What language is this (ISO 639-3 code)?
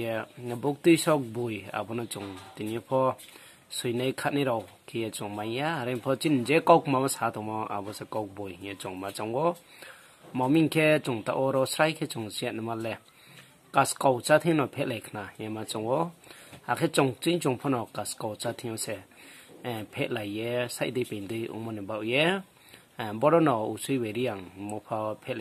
ria